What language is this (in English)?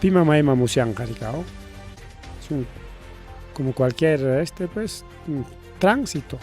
Ayacucho Quechua